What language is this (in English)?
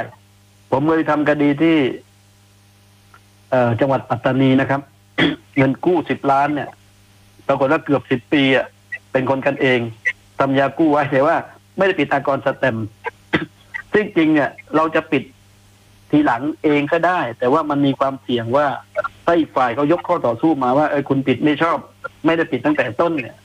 Thai